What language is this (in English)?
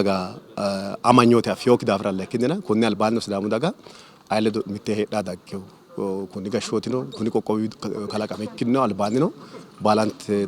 Sidamo